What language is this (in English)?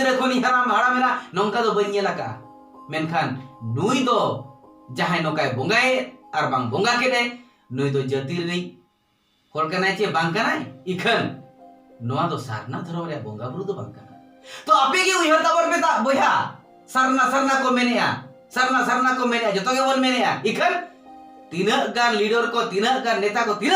Santali